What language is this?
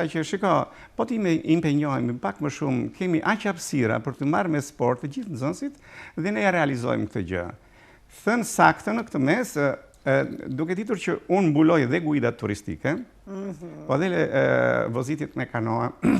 Albanian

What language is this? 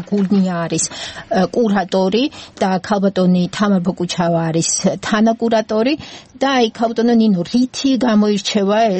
Georgian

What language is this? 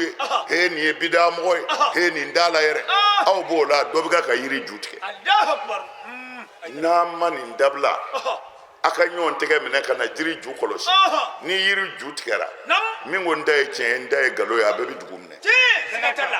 Bambara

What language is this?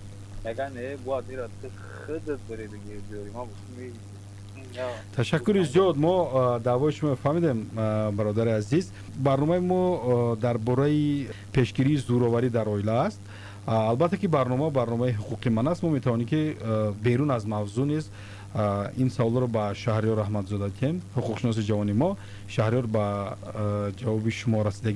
Tajik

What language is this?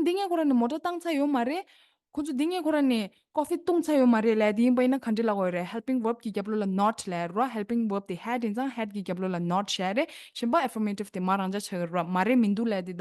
Tibetan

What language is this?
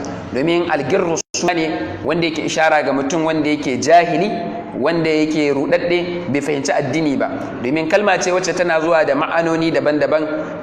Hausa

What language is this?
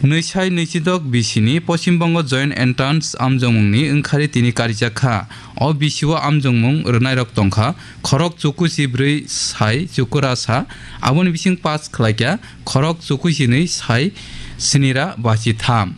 Kok Borok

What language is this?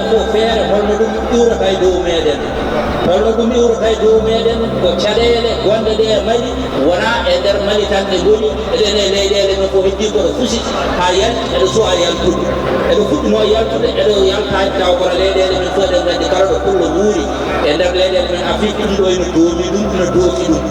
Maasina Fulfulde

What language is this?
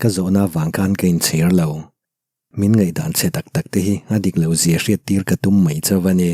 Mizo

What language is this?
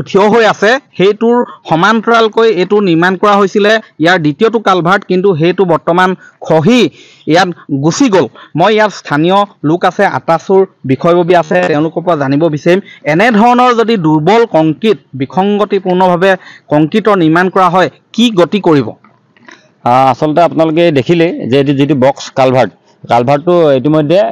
Assamese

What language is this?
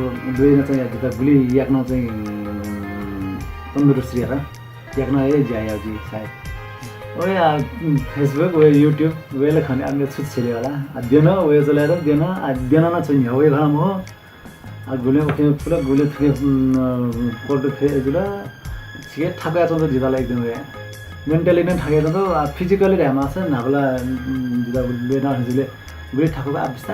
Newari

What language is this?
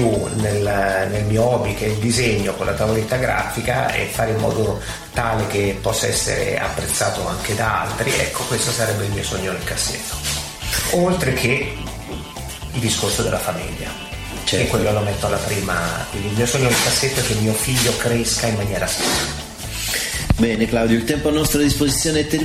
Italian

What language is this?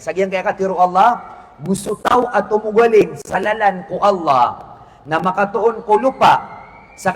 Maranao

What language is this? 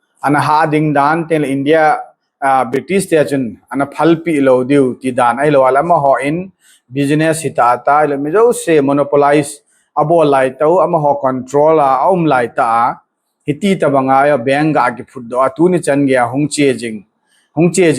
Thado Chin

